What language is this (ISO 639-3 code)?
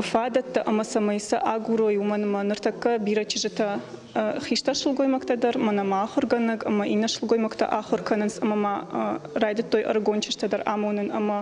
oss